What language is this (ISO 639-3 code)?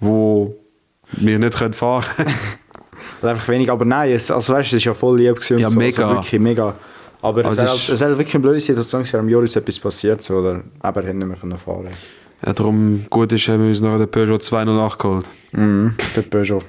gsw